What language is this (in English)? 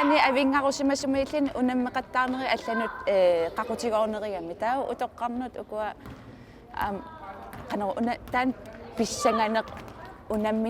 Kalaallisut